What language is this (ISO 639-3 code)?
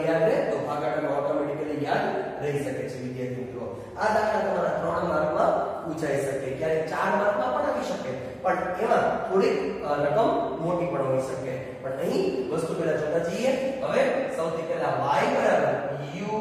guj